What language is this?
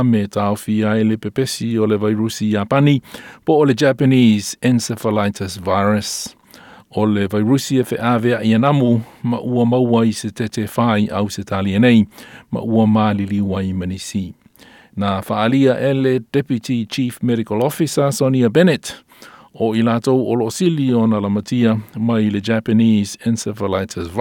Samoan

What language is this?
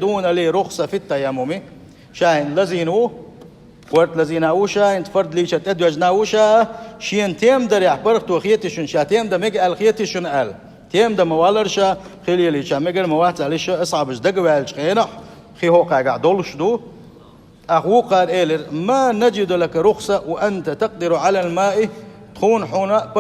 Chechen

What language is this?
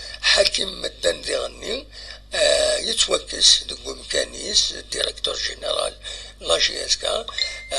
Kabyle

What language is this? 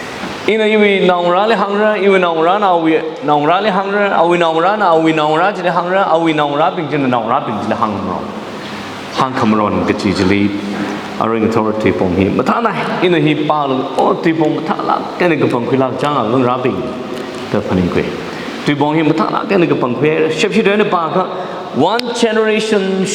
Tangkhul Naga (India)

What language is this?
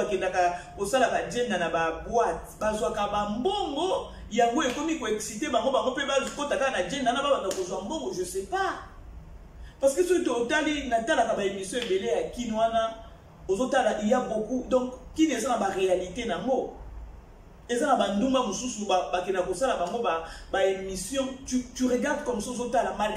Lingala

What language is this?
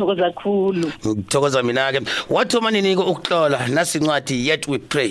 South Ndebele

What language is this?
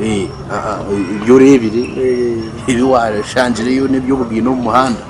Nyankole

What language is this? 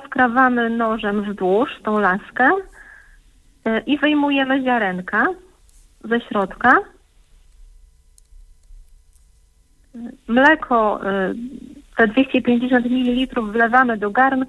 Polish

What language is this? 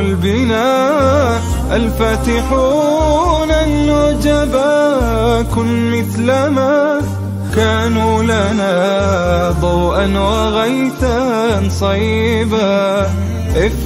Arabic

